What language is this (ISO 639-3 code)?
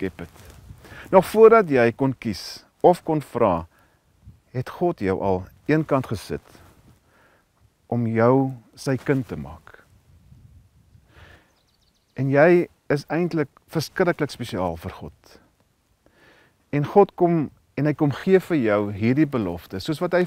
afr